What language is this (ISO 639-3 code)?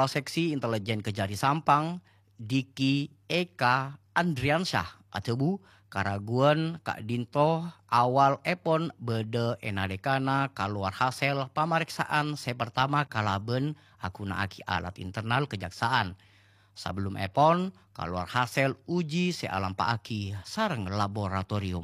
mad